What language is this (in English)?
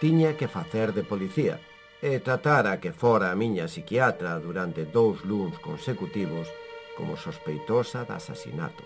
Galician